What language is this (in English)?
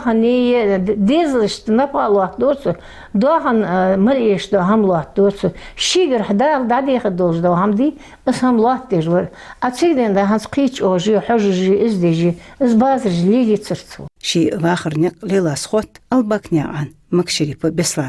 Ingush